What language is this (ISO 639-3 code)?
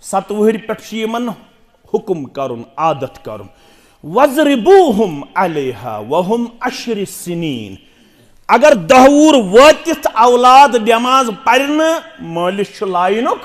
kas